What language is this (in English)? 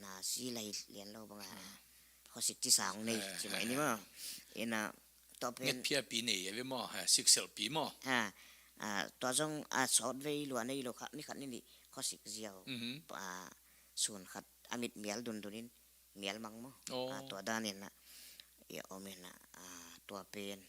Tedim Chin